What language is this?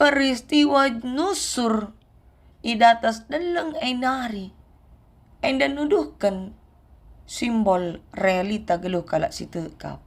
Batak Karo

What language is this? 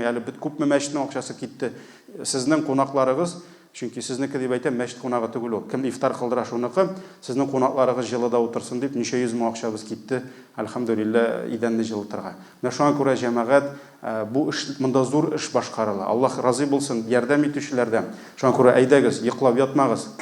Tatar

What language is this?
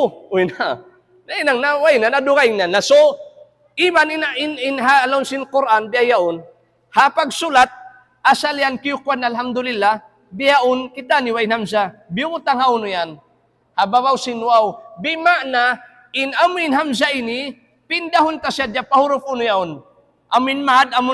Tausug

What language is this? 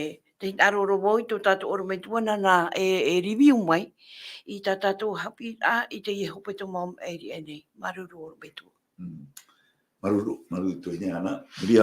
Tahitian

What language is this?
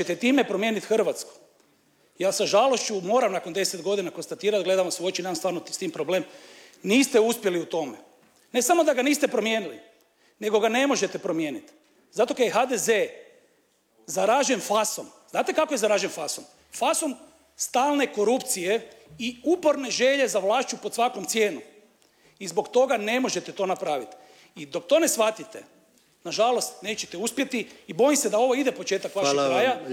Croatian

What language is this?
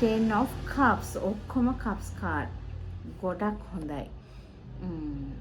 Sinhala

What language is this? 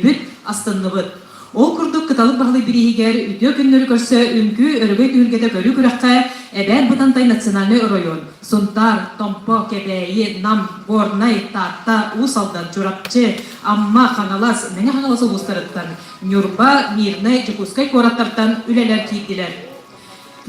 Yakut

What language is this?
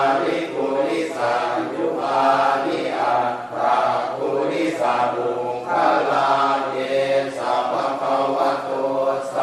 Pali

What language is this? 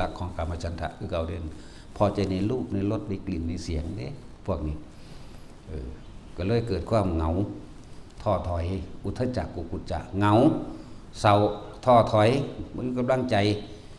Northeastern Thai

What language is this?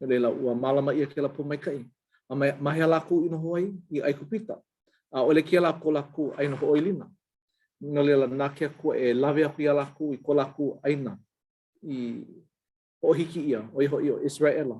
Hawaiian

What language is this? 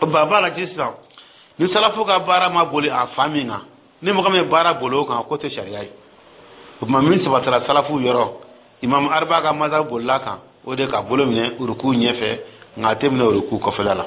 Dyula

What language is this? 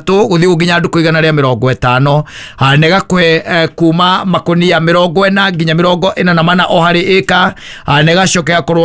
Kikuyu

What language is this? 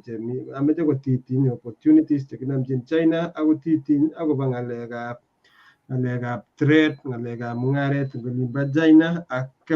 Kalenjin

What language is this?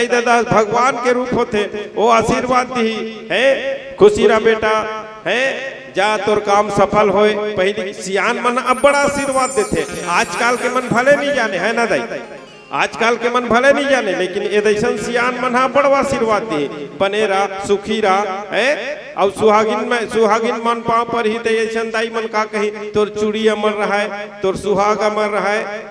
Chhattisgarhi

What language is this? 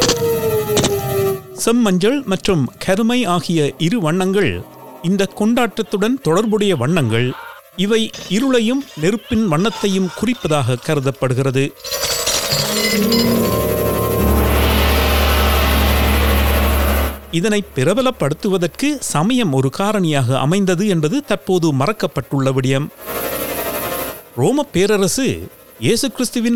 Tamil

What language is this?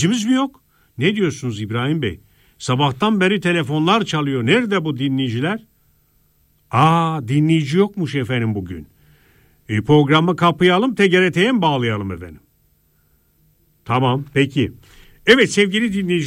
Turkish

